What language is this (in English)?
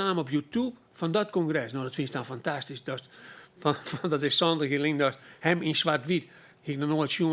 Western Frisian